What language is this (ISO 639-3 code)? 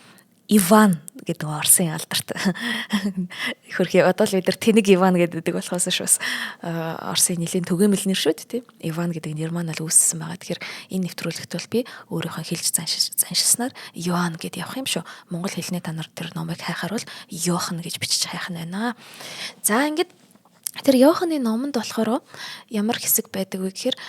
mon